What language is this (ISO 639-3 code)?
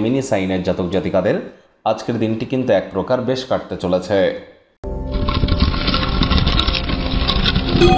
ben